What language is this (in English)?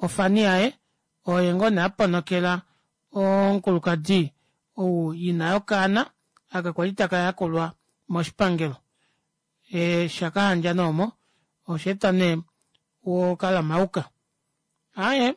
Kuanyama